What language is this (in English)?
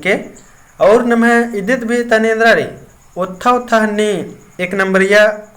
Kurukh